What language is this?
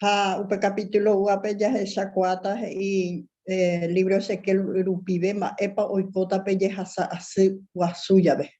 Guarani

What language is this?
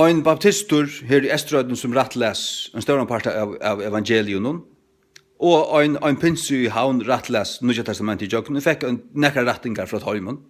Faroese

